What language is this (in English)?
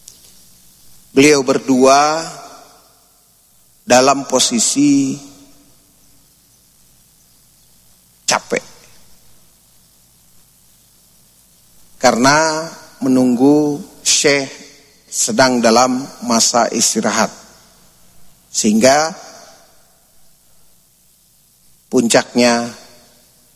Indonesian